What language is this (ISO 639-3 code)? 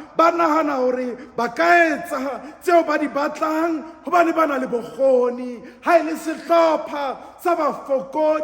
sot